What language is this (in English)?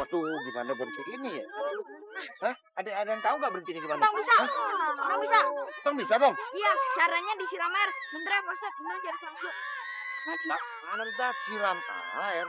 Betawi